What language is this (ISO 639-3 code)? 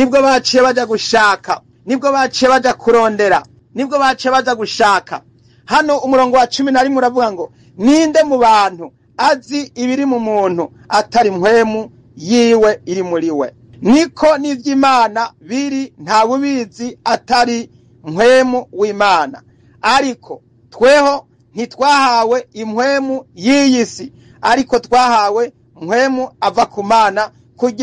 run